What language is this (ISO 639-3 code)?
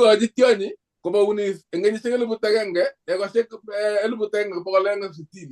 kln